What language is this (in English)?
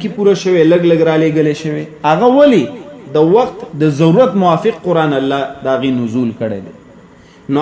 Pashto